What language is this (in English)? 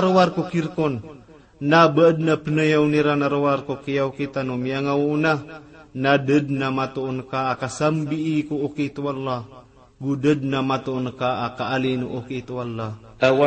Maranao